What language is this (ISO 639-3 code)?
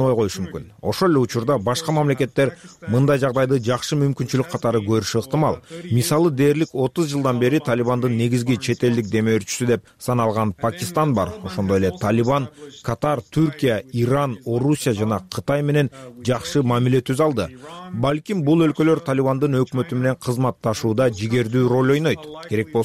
kir